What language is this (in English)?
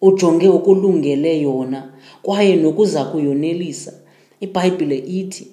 Xhosa